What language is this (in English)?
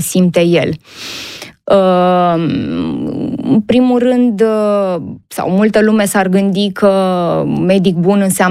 Romanian